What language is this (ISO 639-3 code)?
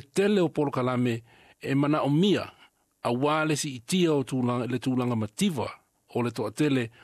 smo